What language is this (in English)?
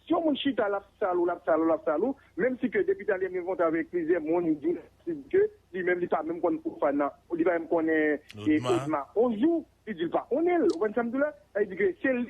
Haitian Creole